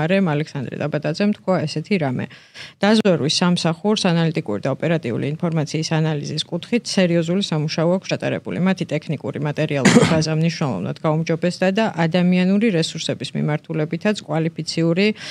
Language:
Georgian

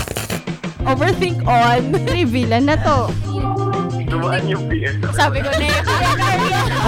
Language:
Filipino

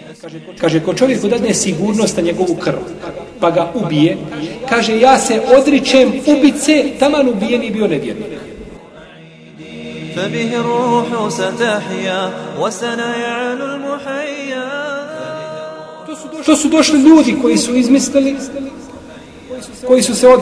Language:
Bosnian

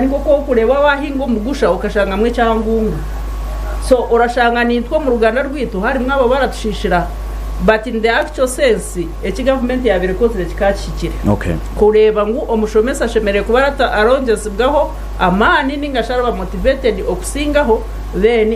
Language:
Nyankole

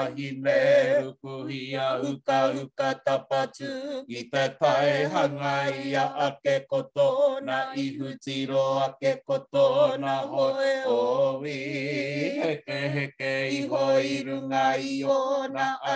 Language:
Māori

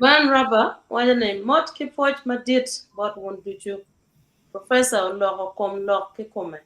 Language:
Acoli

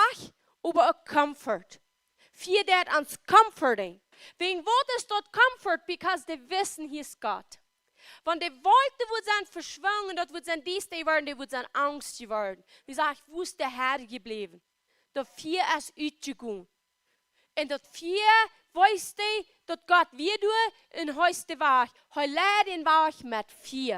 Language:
Plautdietsch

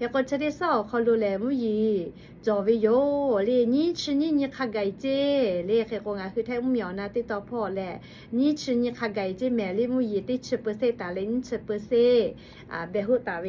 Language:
Lahu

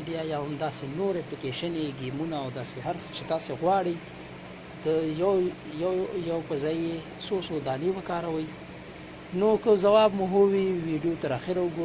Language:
Pashto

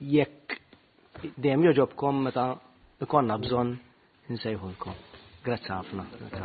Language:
Maltese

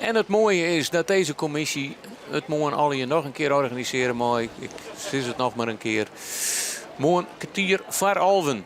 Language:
Western Frisian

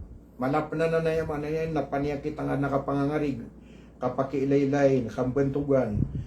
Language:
Maranao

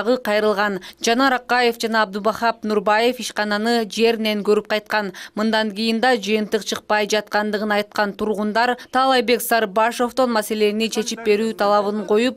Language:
Kyrgyz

